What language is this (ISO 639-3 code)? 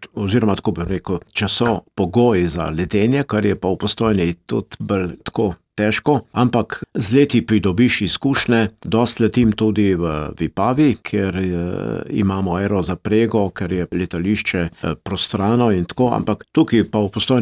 slv